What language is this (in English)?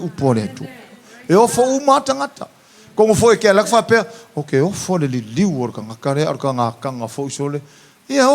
Samoan